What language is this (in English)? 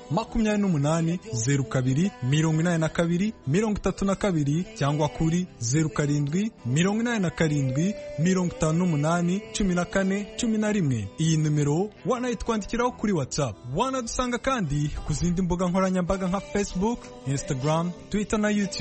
Kinyarwanda